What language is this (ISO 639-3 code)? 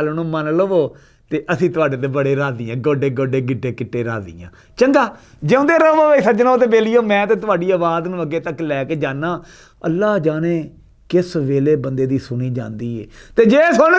lah